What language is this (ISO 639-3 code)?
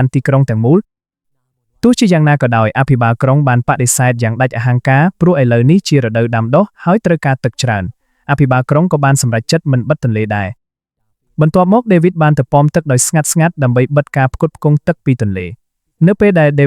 khm